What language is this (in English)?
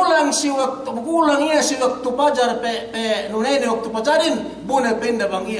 Yakan